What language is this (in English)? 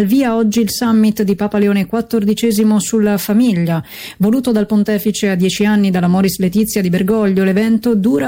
Italian